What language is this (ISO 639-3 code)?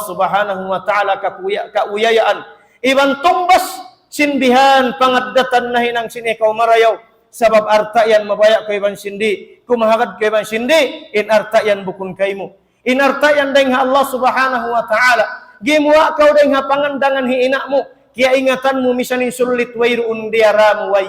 tsg